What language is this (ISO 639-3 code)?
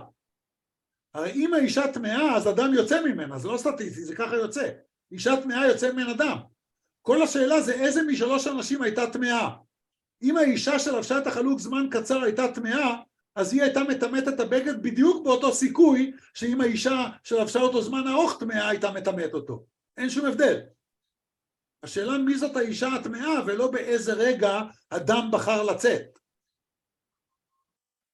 heb